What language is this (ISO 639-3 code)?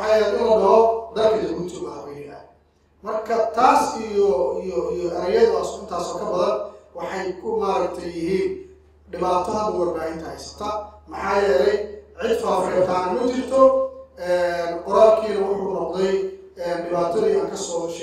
som